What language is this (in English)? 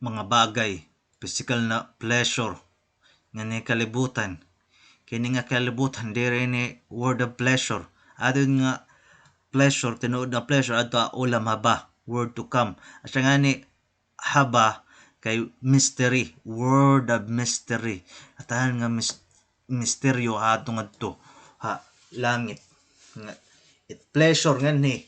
Waray